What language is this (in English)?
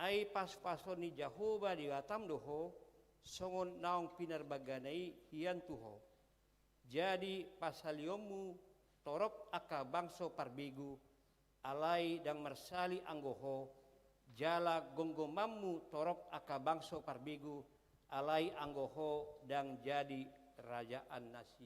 Batak Toba